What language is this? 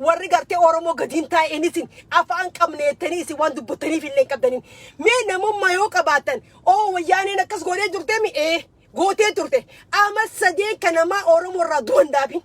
Oromo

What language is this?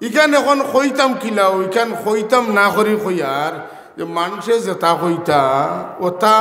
Sylheti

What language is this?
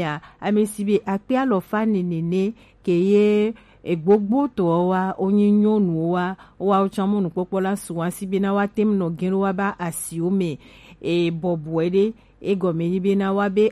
Gen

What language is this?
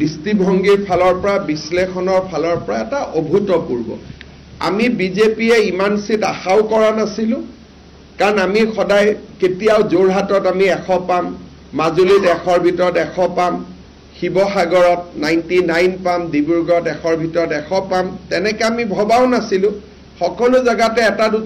Assamese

